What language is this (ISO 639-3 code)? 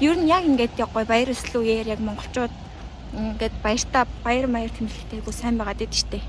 mon